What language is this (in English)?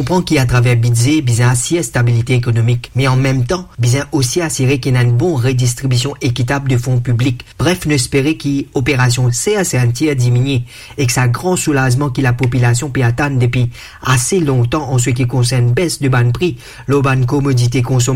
Morisyen